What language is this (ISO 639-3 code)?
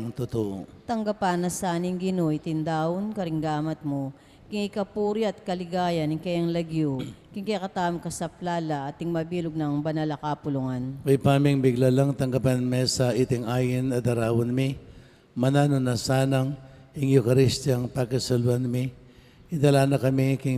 pam